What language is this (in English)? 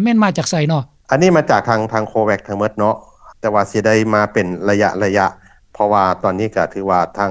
Lao